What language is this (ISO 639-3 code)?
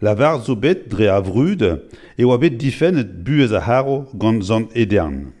bre